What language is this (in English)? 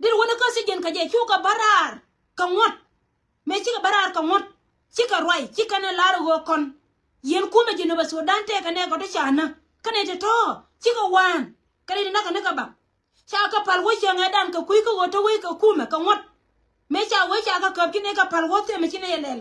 Nuer